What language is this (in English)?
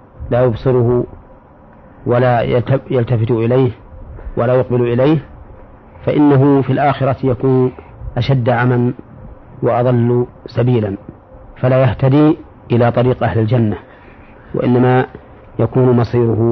Arabic